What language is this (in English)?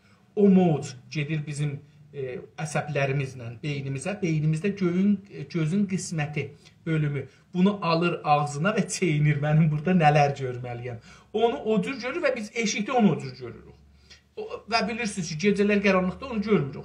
South Azerbaijani